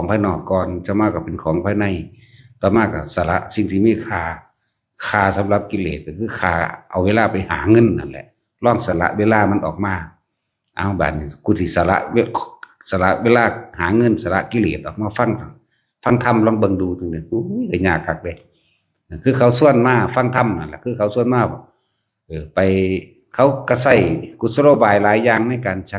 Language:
Northeastern Thai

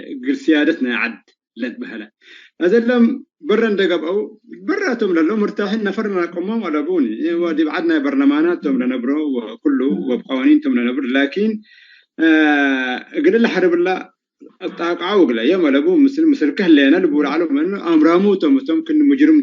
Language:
Tigre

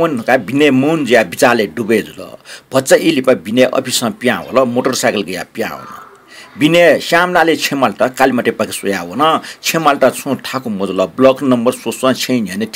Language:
Newari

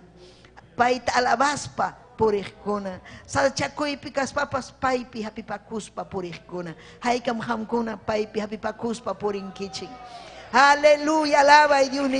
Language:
Ayacucho Quechua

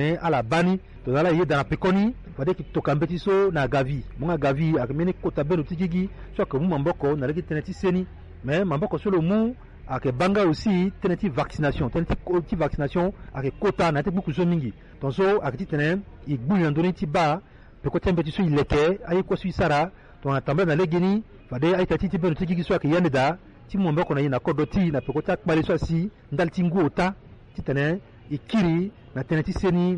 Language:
Sango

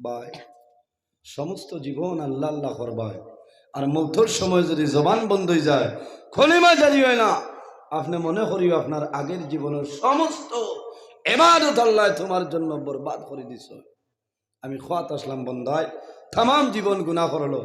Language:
Sylheti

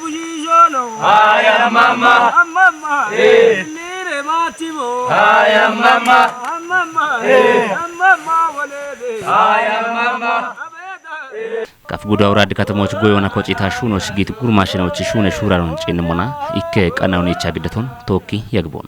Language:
Kafa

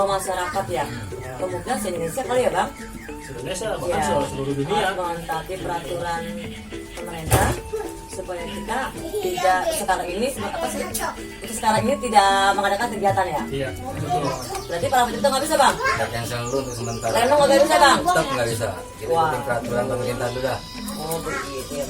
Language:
Betawi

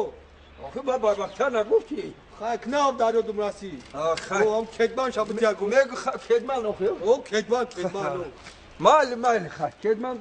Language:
Tajik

